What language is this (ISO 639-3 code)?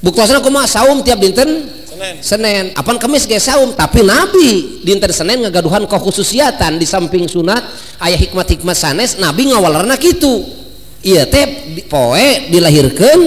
sun